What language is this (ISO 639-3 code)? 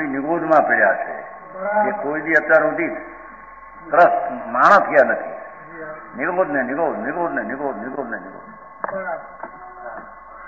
guj